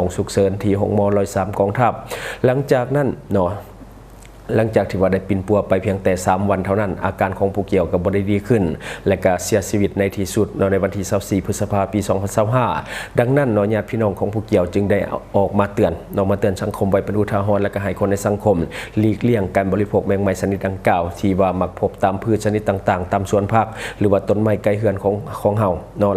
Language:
Lao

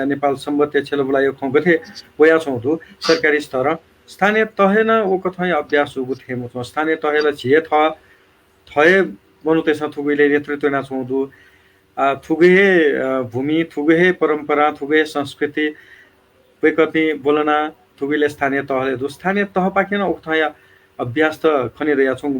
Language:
Newari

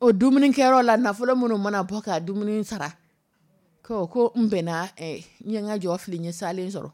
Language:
Dyula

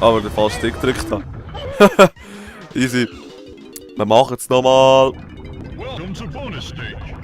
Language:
Swiss German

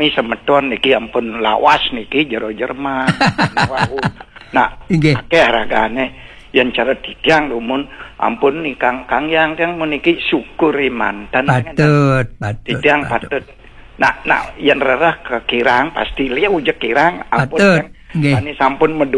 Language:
Balinese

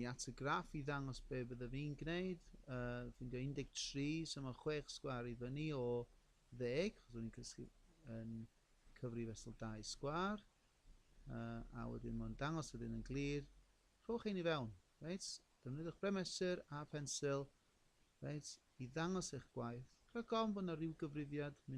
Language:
Welsh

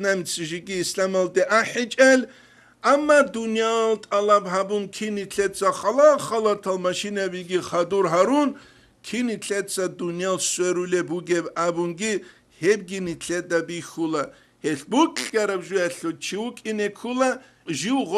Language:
Avaric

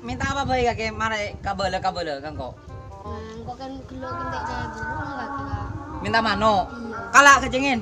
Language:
Madurese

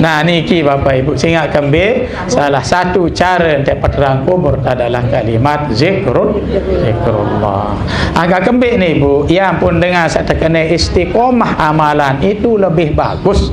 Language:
Sasak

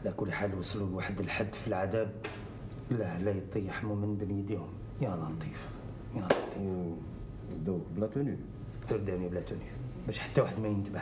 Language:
Algerian Arabic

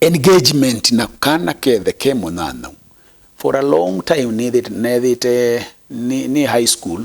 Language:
Kamba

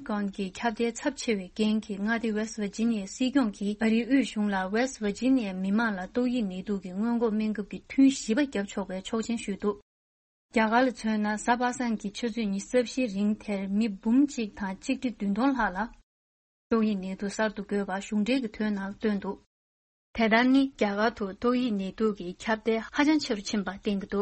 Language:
Tibetan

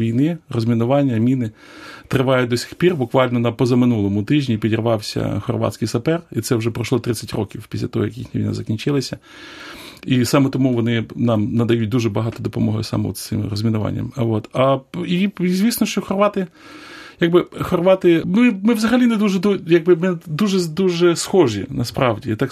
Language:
Ukrainian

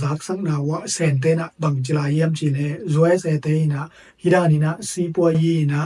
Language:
Tedim Chin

